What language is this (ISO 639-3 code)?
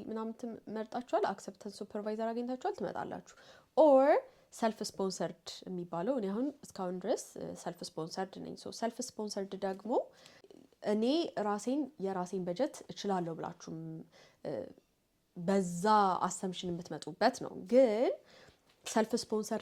amh